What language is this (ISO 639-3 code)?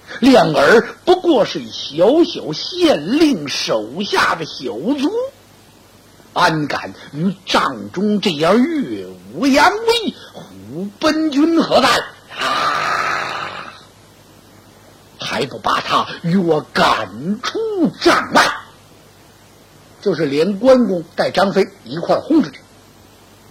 zho